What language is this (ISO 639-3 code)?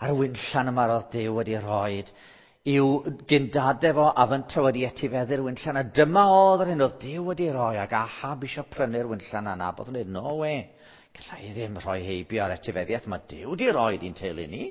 cym